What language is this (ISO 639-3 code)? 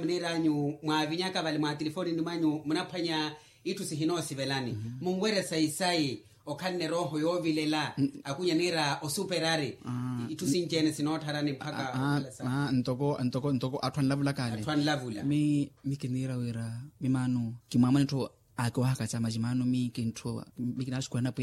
vmw